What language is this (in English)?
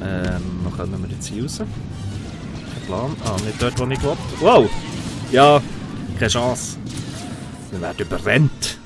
Swiss German